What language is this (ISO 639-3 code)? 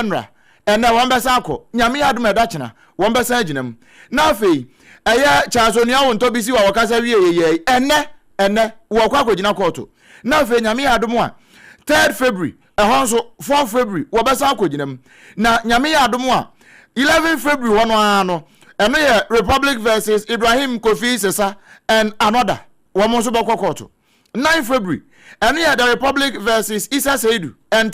aka